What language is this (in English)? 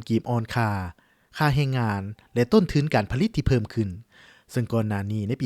Lao